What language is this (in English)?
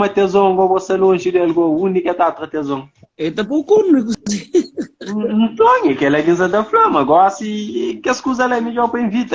Kabuverdianu